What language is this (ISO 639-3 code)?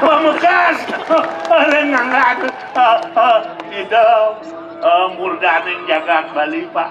ban